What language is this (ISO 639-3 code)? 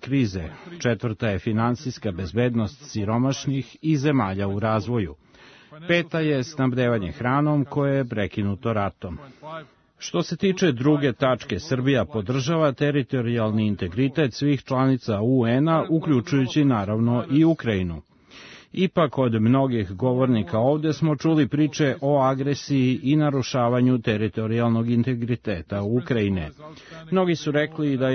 srp